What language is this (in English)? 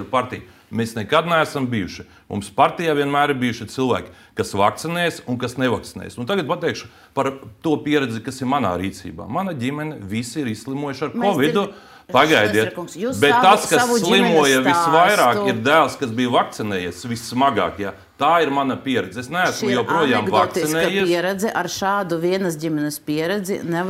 Latvian